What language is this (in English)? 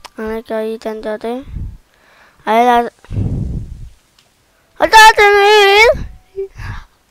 Danish